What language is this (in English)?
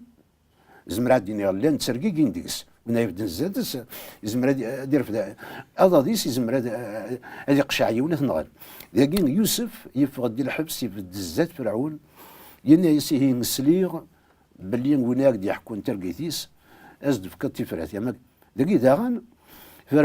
Kabyle